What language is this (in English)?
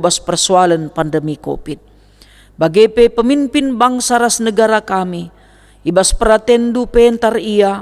Batak Karo